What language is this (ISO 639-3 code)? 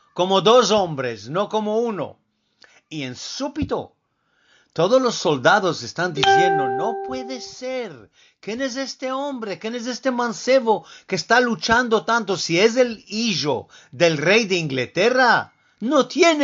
lad